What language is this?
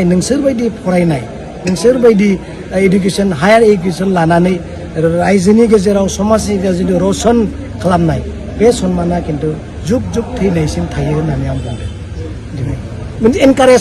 Bodo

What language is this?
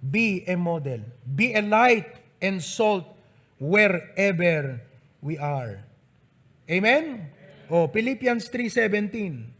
Iloko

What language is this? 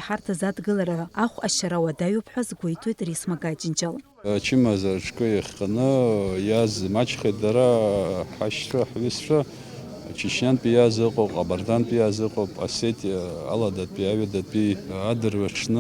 Abkhazian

